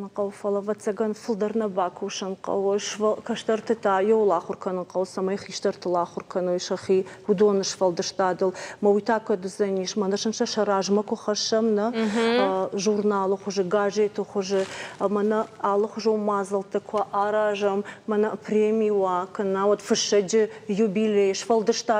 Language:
Ossetic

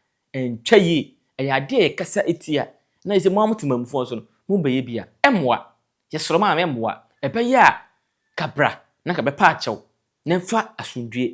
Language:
Akan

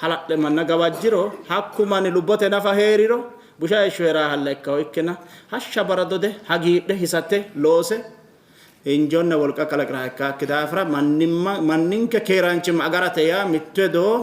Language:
Sidamo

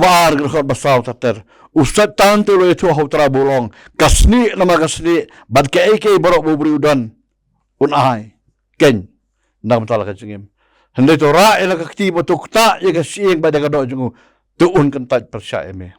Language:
Khasi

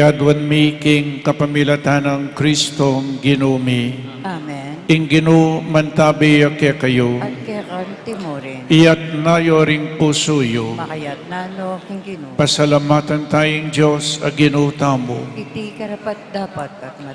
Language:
Pampanga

